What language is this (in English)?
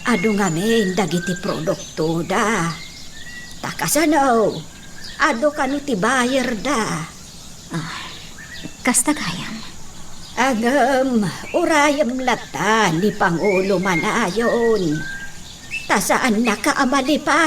Iloko